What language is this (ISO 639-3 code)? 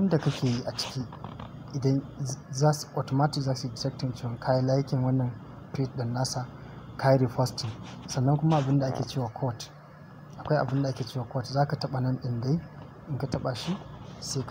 hau